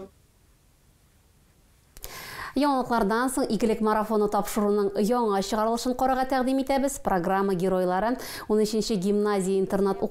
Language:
Tatar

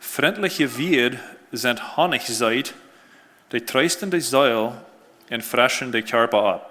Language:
Plautdietsch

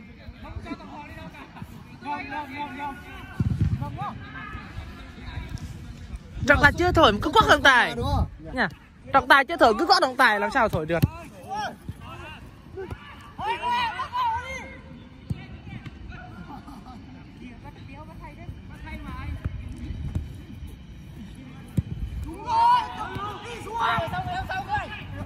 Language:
Vietnamese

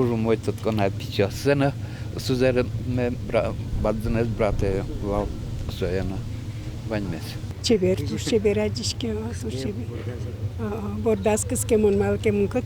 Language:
Udmurt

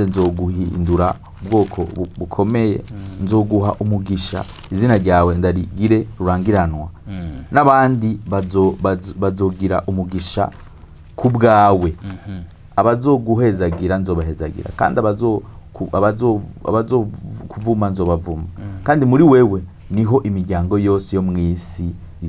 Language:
Rundi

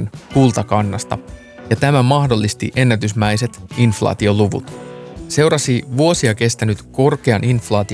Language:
Finnish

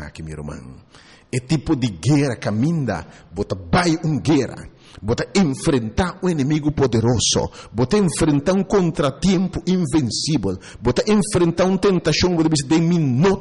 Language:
Papiamento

